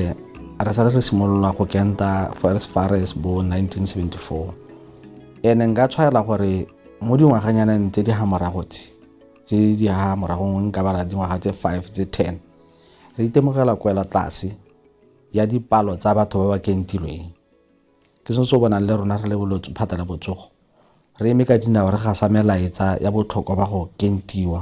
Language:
Tswana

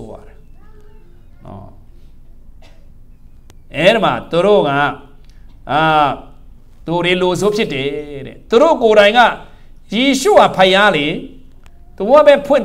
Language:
Burmese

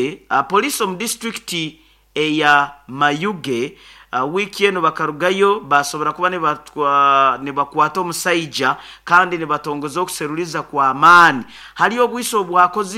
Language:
Nyoro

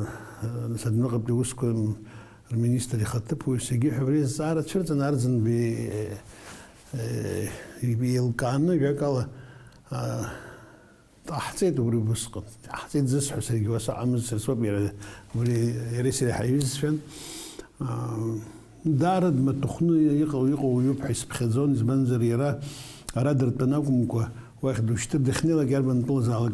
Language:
Abkhazian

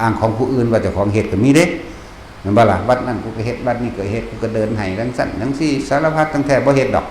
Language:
Northeastern Thai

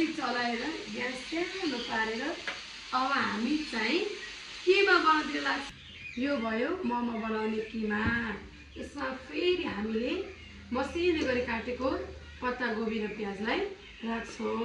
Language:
Nepali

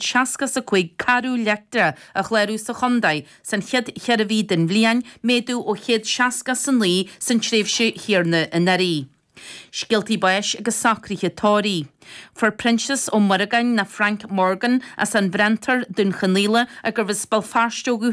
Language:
Irish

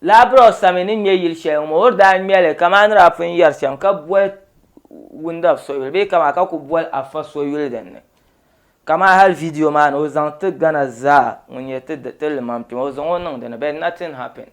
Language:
Dagbani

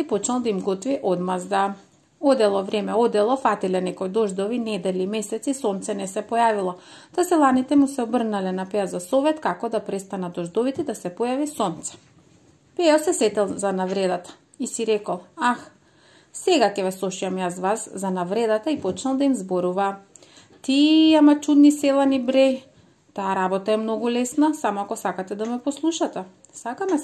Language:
Macedonian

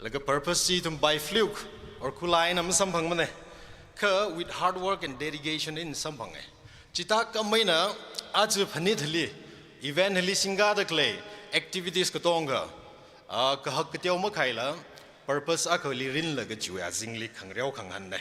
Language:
Tangkhul Naga (India)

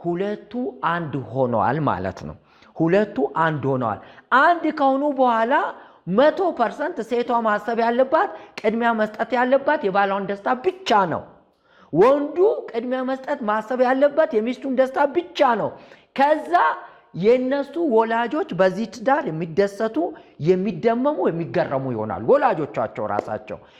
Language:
Amharic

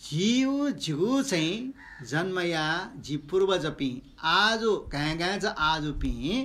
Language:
Newari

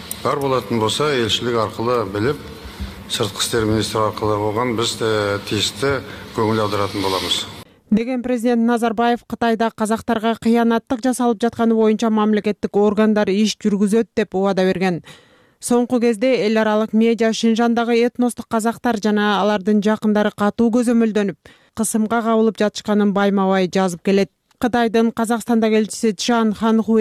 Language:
Kyrgyz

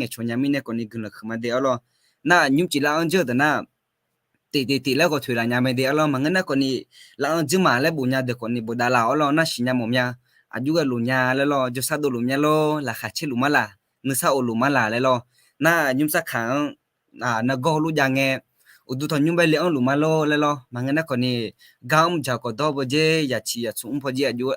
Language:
Akha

